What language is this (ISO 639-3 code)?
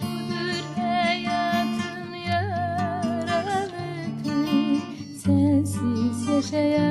azb